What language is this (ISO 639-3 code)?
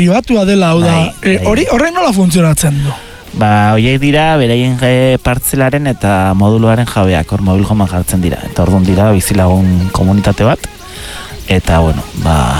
eus